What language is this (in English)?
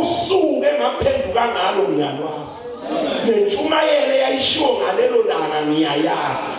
Zulu